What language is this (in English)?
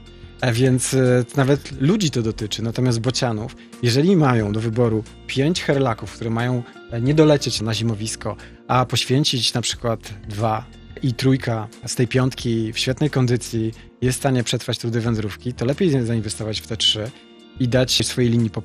Polish